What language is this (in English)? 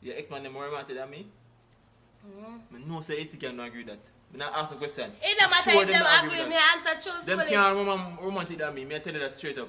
Jamaican Creole English